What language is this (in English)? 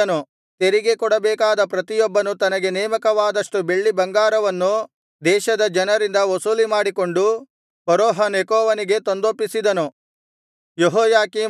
Kannada